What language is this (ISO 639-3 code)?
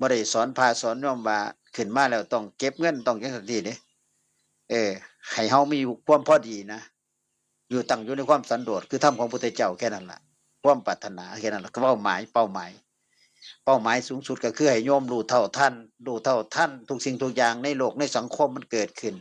tts